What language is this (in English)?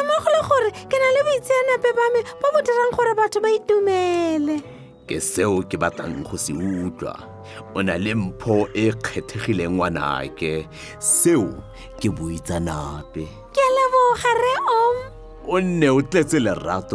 Tswana